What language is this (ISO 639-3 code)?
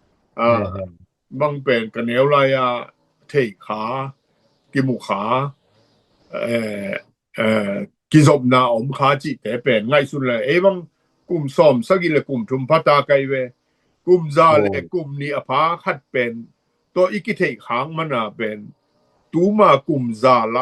ctd